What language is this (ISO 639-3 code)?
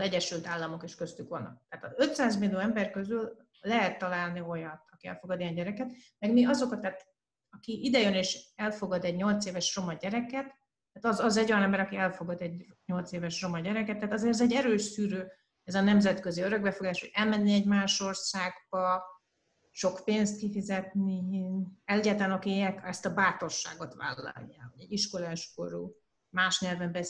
hun